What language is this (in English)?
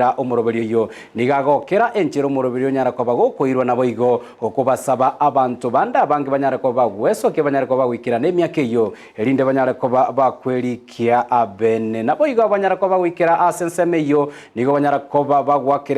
Gusii